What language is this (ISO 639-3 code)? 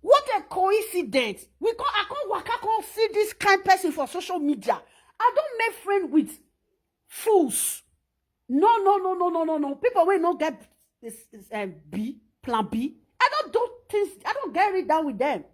pcm